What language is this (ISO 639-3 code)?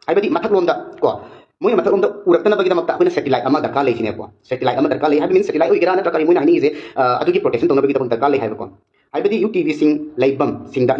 mni